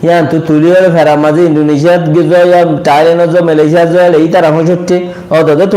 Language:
Rohingya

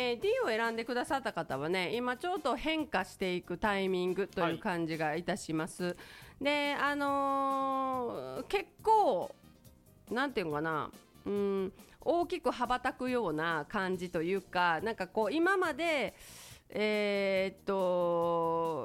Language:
Japanese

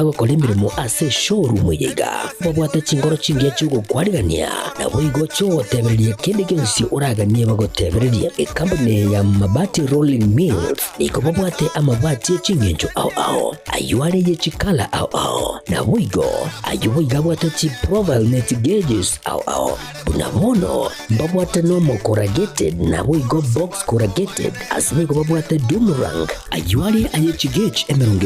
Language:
Gusii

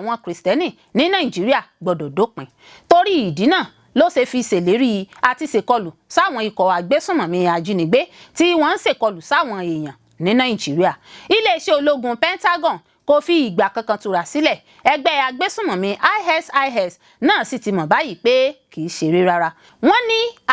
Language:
Yoruba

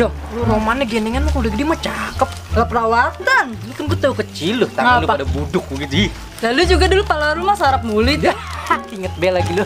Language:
Betawi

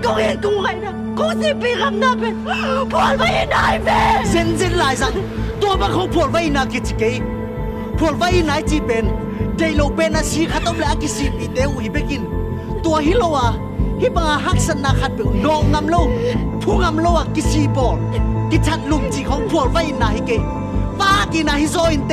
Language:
Tedim Chin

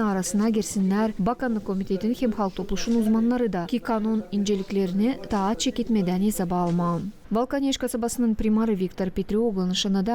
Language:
Gagauz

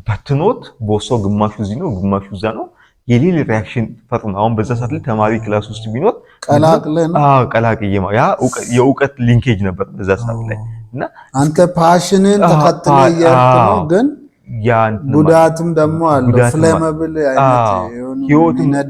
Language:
Amharic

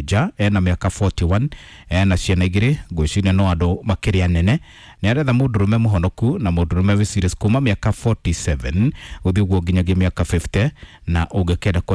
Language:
Kikuyu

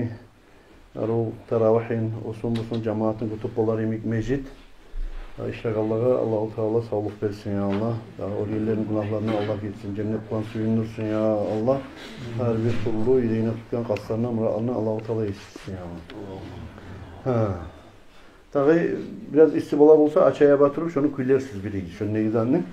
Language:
Kumyk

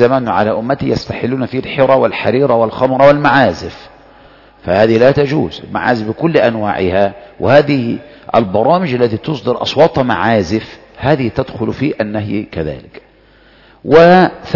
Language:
Arabic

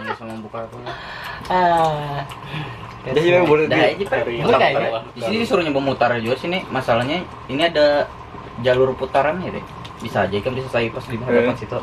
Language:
Banjar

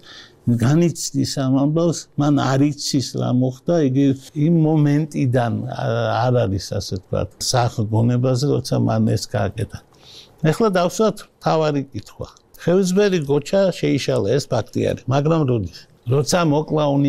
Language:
Georgian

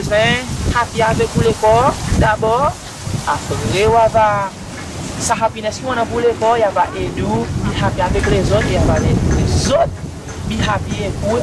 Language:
Seselwa Creole French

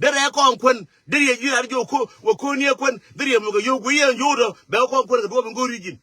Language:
Nuer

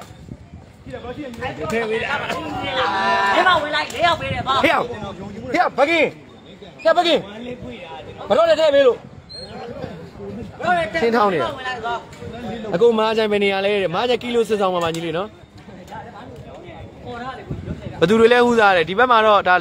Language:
Burmese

